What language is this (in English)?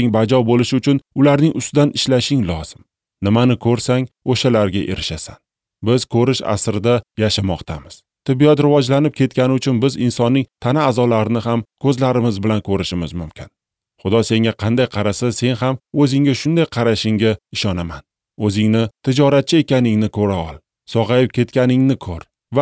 Uzbek